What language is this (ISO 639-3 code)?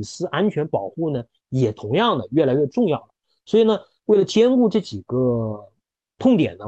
zho